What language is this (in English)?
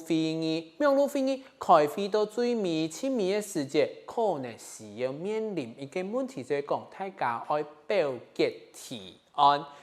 Hakka Chinese